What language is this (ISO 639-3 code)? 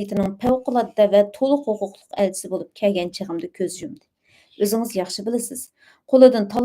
uig